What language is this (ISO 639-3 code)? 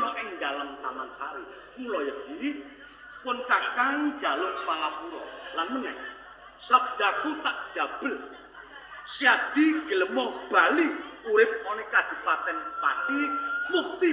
jav